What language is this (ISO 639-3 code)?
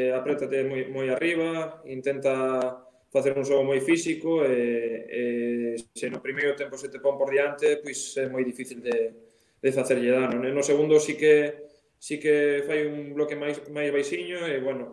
glg